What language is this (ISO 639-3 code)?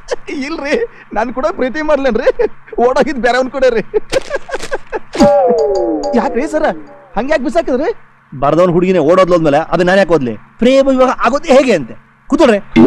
kan